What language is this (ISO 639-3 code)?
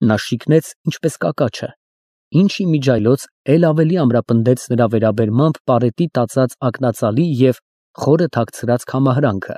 hye